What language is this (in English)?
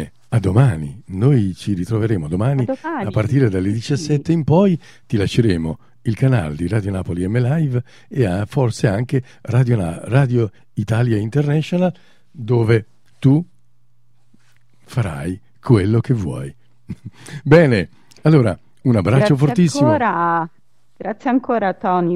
Italian